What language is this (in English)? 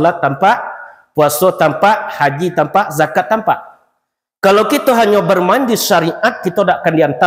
Minangkabau